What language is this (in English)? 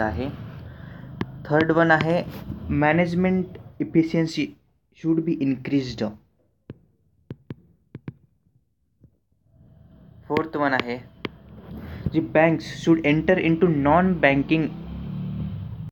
Marathi